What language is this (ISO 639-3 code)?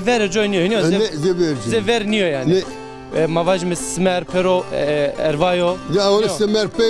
zza